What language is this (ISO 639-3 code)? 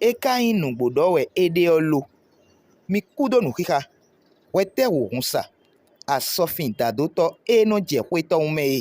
fon